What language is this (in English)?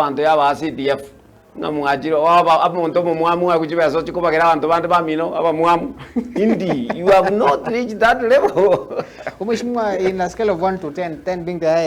Gusii